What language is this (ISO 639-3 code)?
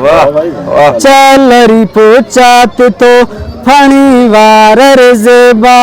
brh